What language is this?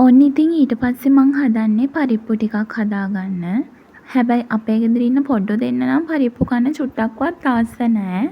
Sinhala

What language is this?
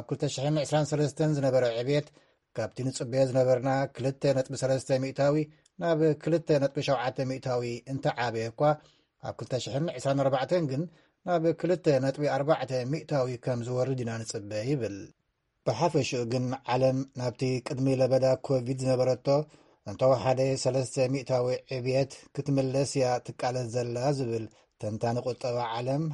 Tigrinya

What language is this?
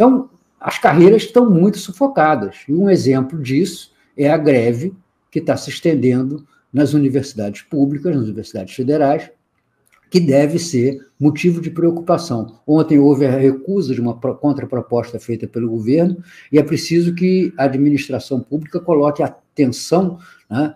Portuguese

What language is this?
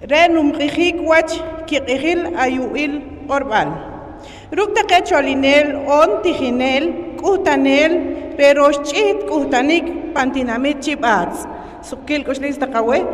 Poqomchi'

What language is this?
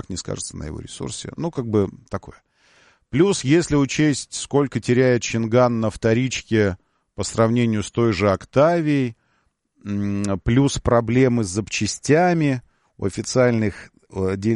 Russian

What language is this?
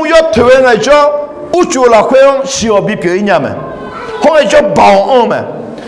Akha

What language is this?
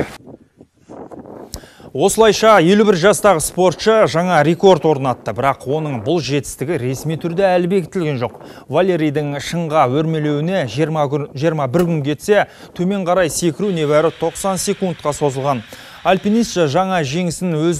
Kazakh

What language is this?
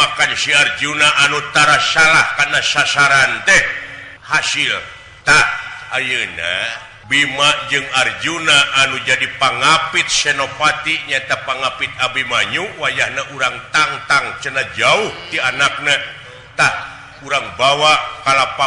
Sundanese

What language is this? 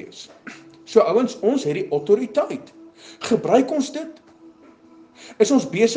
Afrikaans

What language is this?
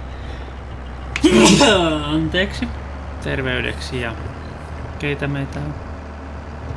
Finnish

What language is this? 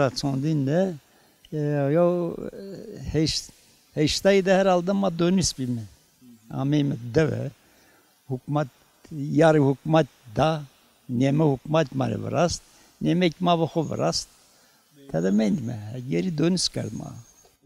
Zaza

